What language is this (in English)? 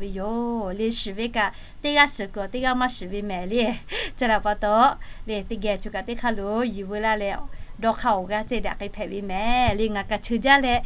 Lahu